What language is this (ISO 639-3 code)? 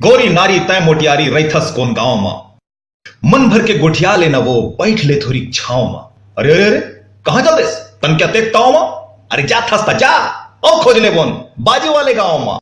hne